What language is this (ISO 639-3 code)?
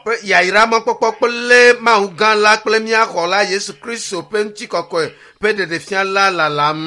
ewe